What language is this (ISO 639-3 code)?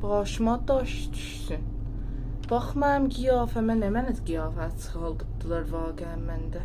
azb